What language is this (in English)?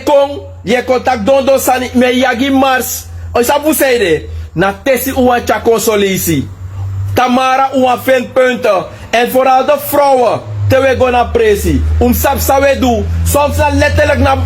Sranan Tongo